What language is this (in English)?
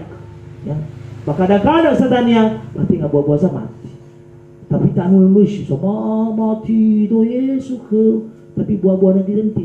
Nias